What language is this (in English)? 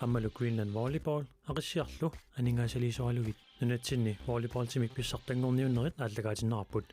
Kalaallisut